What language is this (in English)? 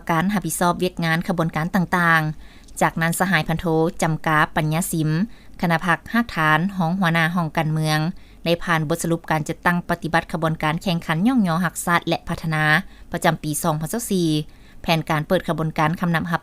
Lao